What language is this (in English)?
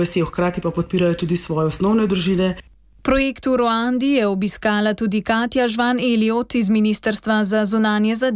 Slovenian